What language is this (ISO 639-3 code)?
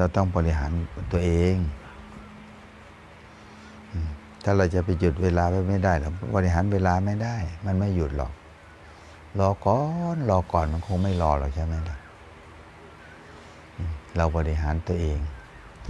tha